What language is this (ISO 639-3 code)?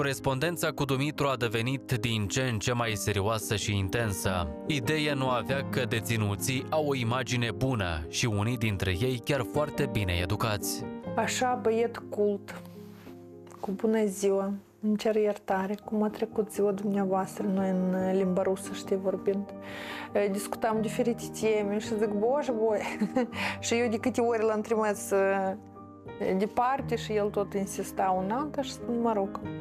ron